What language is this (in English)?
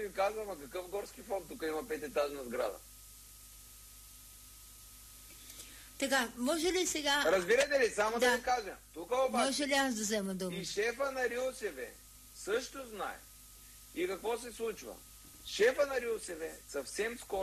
Bulgarian